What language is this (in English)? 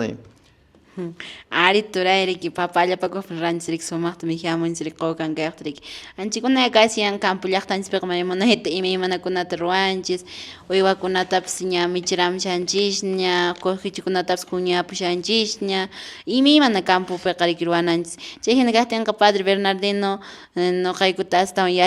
Quechua